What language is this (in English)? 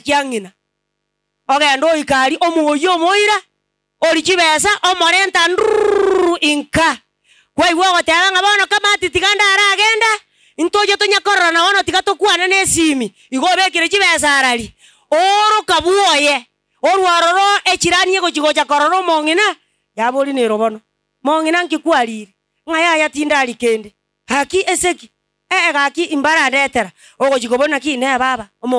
Gusii